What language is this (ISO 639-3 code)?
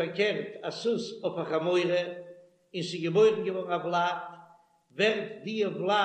yid